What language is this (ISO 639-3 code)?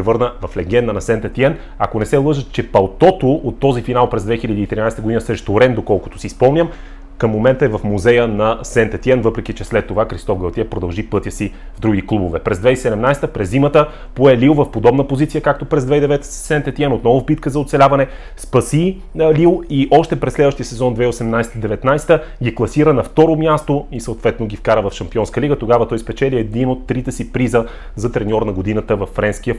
bul